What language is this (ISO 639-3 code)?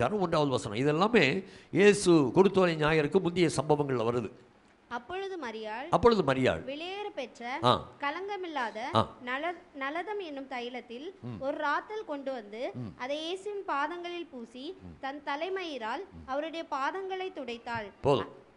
tam